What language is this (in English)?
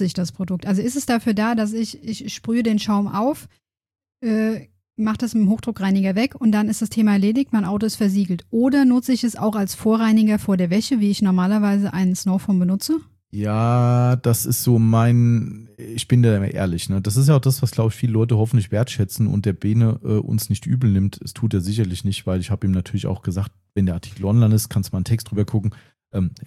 German